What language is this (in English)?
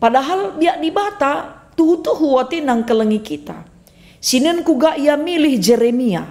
Batak Karo